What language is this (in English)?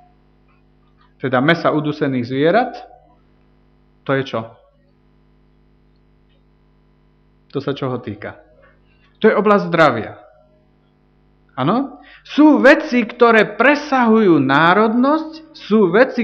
Slovak